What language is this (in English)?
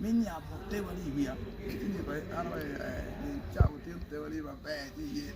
Acoli